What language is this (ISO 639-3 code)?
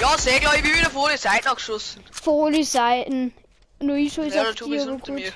bar